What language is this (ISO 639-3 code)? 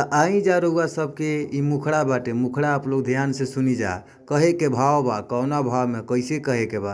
bho